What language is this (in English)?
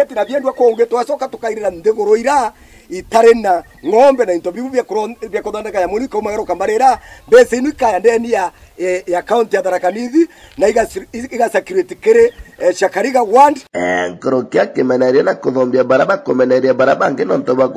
Meru